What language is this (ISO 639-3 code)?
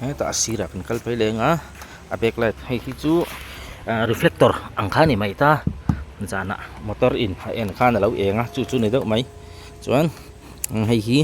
lus